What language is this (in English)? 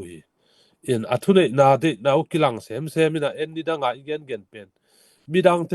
Tedim Chin